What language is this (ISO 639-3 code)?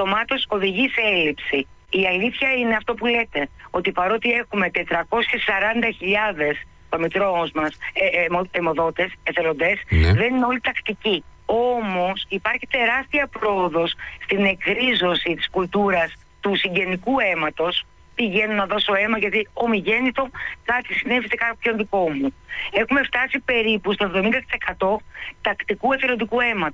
ell